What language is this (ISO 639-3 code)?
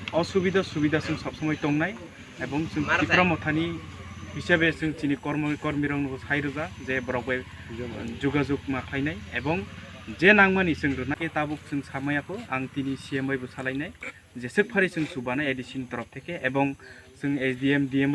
trp